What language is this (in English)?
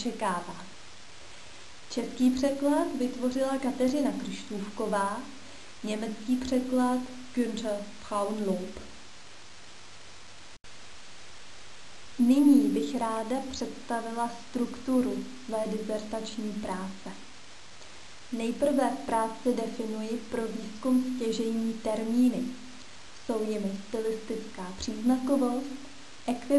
Czech